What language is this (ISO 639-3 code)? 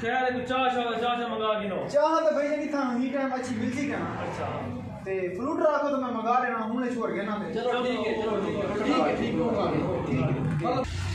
skr